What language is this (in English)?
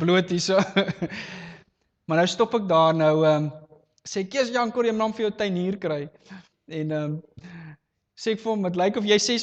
Afrikaans